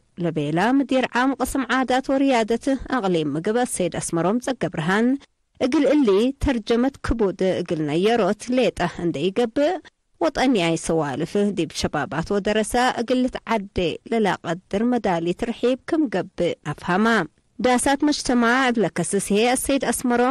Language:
Tigre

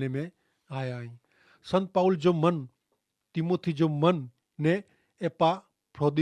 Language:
Kachhi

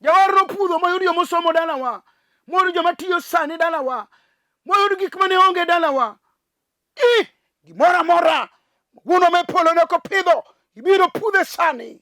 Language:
Luo (Kenya and Tanzania)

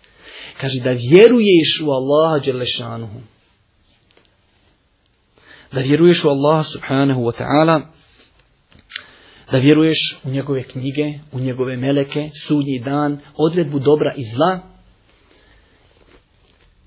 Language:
Bosnian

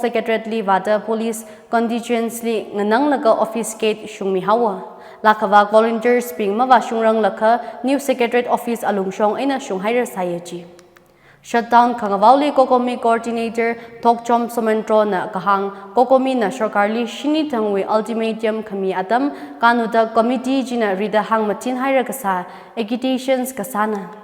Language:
Tangkhul Naga (India)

